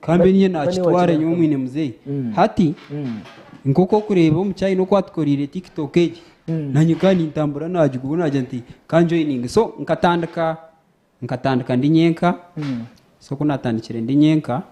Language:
Nyankole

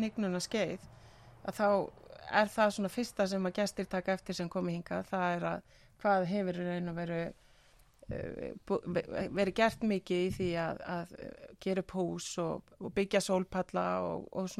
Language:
Icelandic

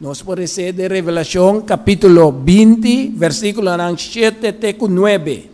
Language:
Papiamento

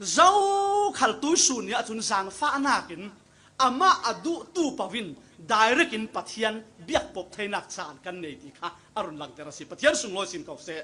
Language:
Falam Chin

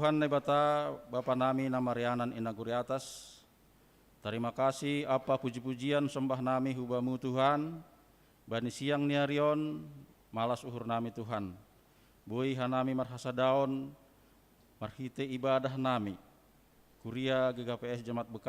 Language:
Batak Simalungun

